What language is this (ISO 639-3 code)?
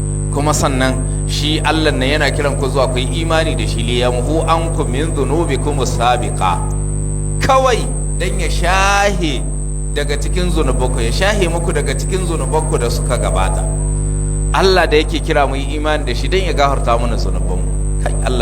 hau